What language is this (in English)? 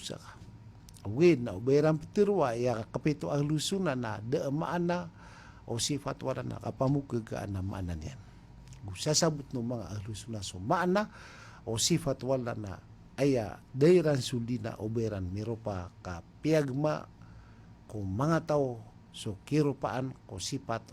Maranao